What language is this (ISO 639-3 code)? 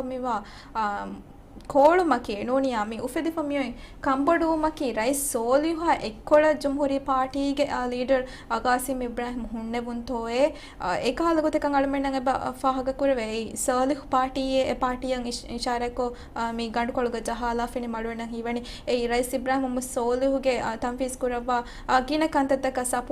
div